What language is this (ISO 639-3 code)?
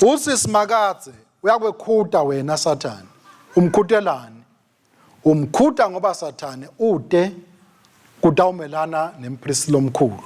ssw